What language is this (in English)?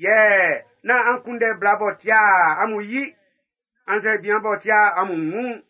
Baoulé